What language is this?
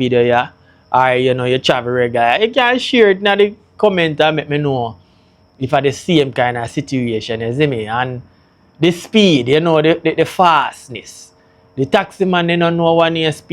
Jamaican Creole English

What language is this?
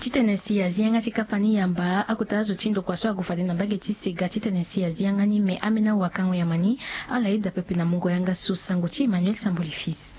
Sango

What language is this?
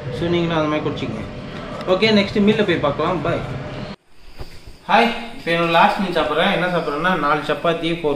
Tamil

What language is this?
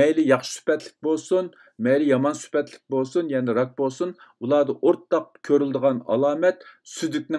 Uyghur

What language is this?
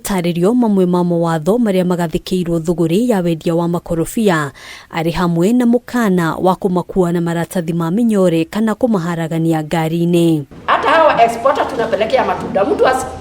Kikuyu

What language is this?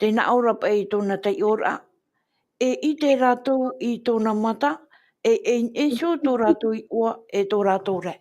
Tahitian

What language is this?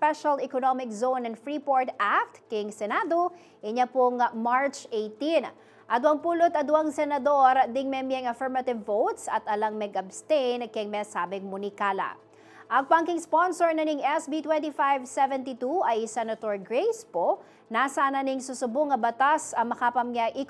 Pampanga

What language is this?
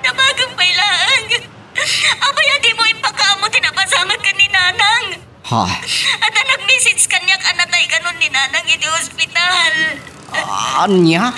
Iloko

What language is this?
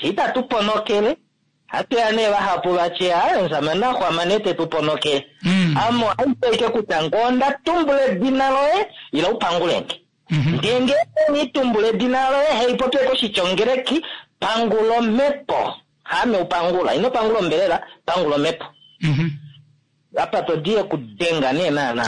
Kuanyama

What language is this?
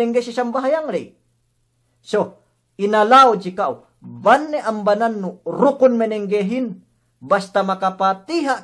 Yakan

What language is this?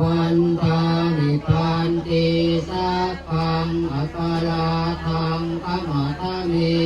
Pali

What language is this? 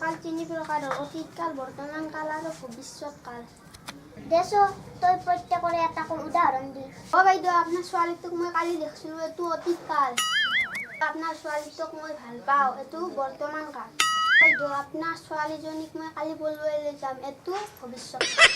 Assamese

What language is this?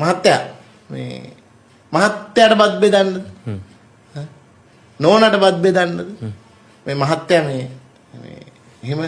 Sinhala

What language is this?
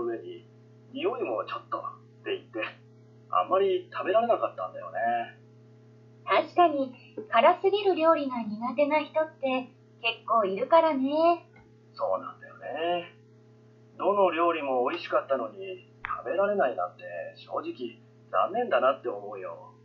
Japanese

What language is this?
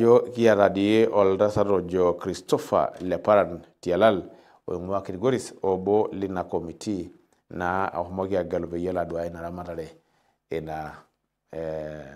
Masai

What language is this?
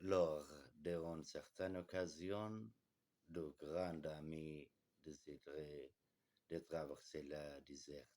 Kurdish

